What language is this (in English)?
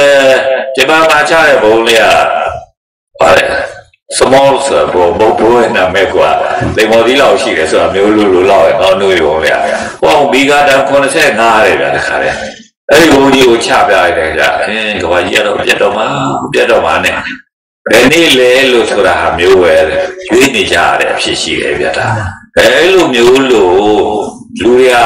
Burmese